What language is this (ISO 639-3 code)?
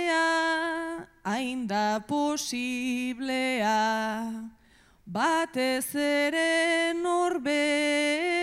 eus